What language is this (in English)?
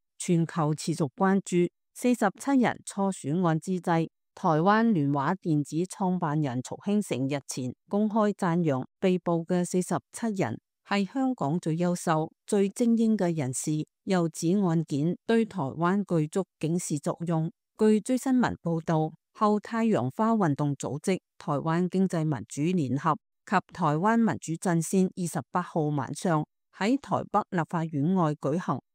Cantonese